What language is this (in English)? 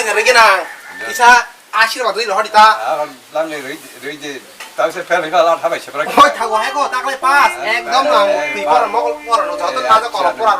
Kok Borok